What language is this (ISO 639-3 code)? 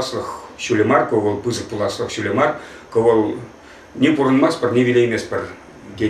chv